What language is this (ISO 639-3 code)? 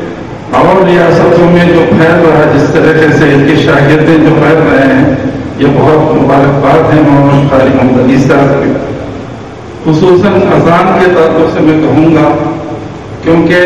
urd